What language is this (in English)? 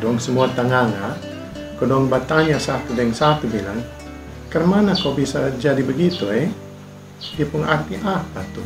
Kupang Malay